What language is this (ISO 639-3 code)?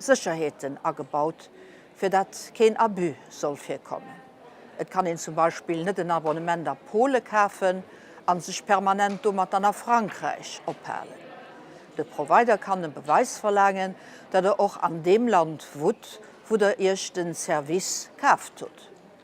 ltz